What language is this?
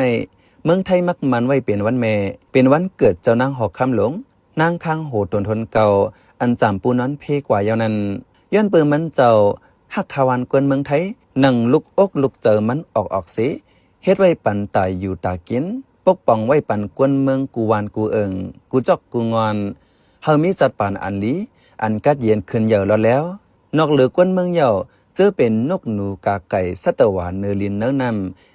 Shan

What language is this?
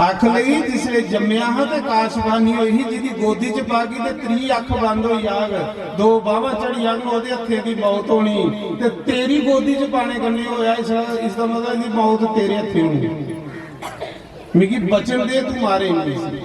Dogri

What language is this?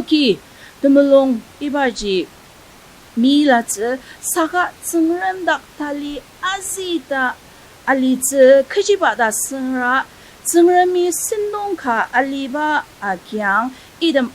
Ao Naga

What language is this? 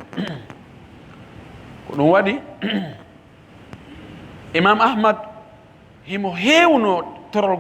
Fula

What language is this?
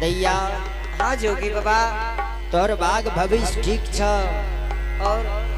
Angika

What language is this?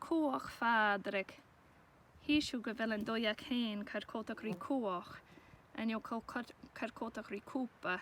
Scottish Gaelic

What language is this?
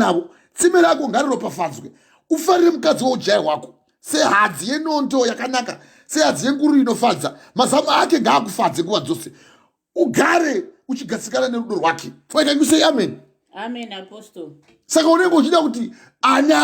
Shona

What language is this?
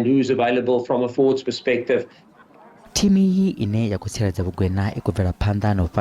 Venda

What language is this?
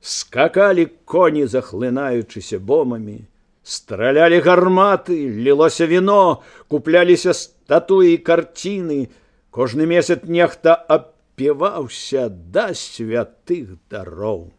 Belarusian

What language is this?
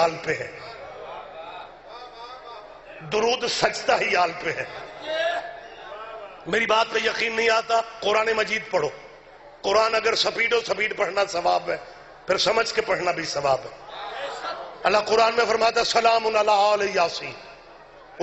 Urdu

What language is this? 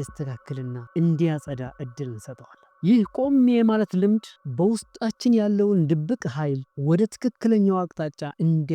Amharic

